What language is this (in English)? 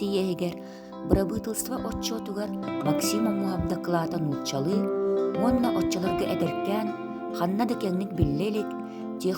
Yakut